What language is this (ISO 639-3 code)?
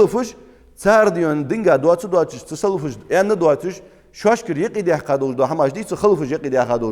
inh